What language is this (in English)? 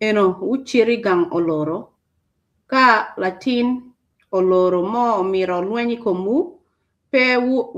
Acoli